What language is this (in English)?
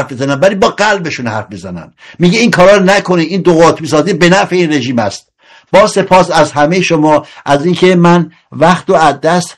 Persian